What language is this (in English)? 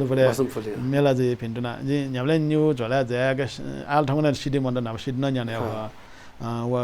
Newari